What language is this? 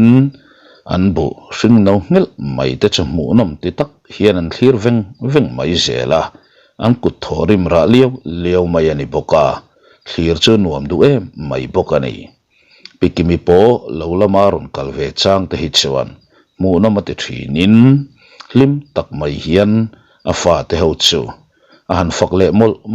Mizo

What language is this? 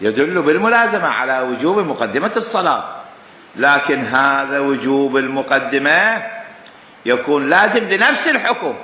Mesopotamian Arabic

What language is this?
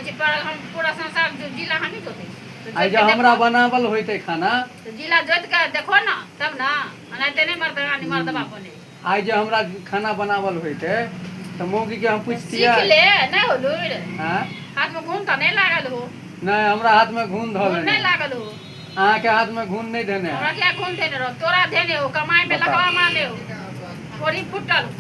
Maithili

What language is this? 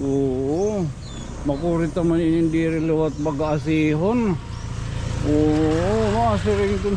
Waray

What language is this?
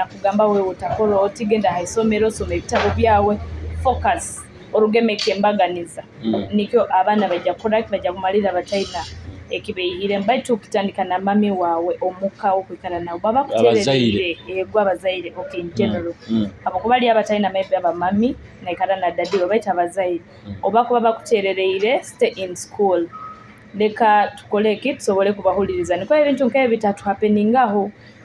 Nyoro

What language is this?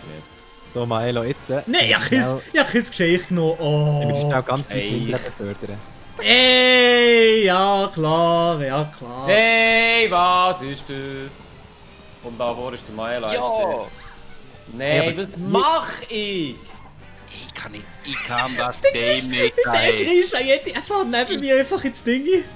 Swiss German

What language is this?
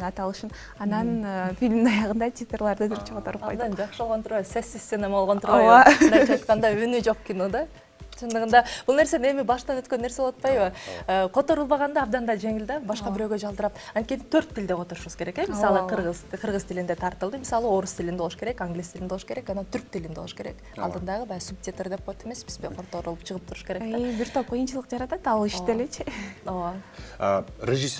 Kyrgyz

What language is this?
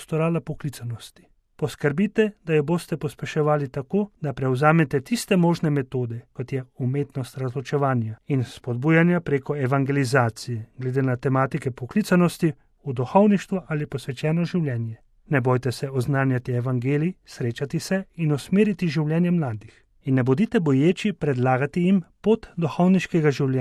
Slovenian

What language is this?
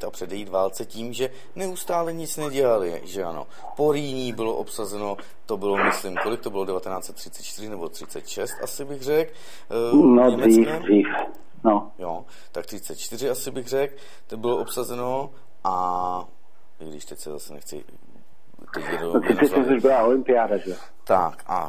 Czech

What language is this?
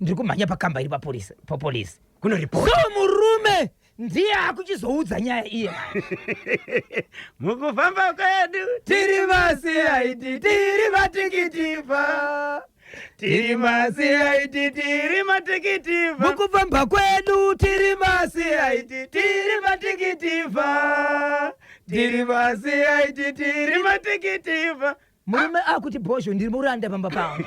Shona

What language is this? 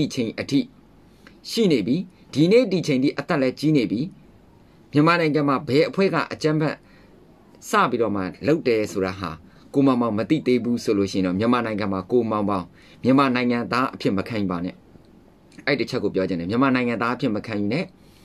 Burmese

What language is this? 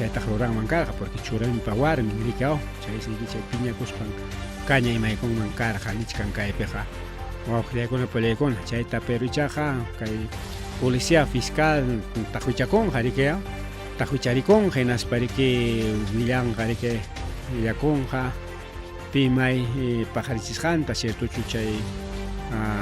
Ayacucho Quechua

